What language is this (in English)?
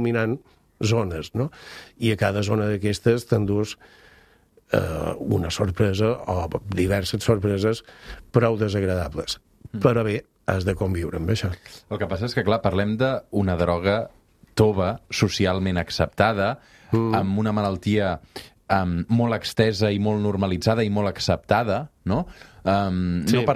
Catalan